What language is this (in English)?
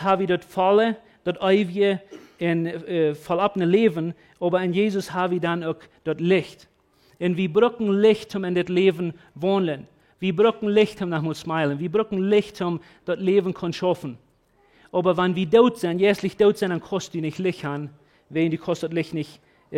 Plautdietsch